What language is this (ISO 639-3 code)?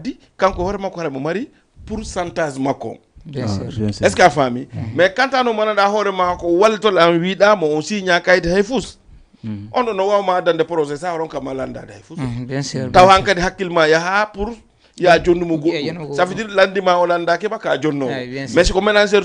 ful